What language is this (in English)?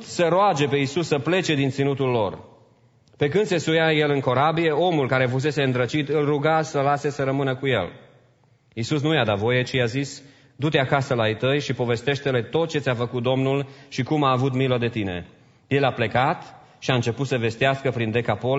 Romanian